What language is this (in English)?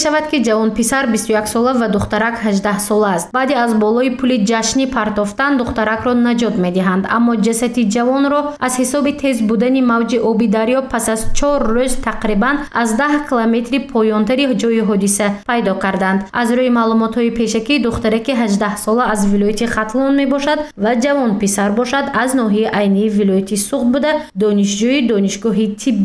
Tajik